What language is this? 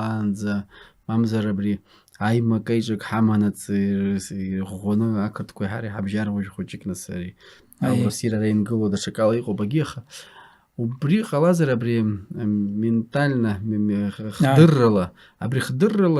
Abkhazian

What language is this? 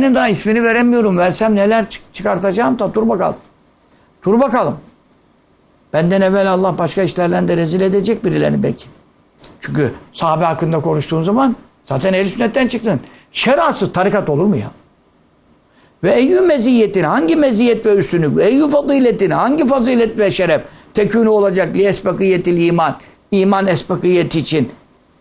Turkish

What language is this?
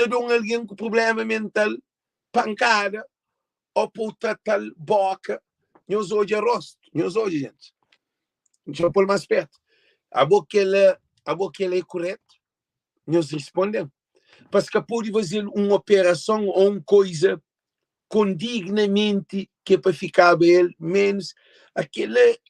Kabuverdianu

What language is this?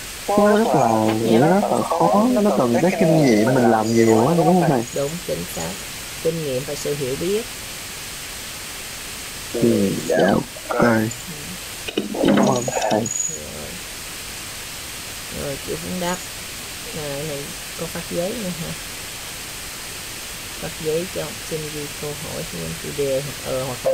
Vietnamese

